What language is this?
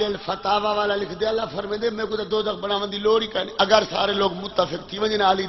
Saraiki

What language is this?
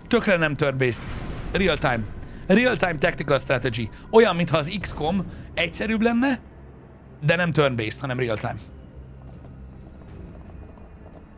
Hungarian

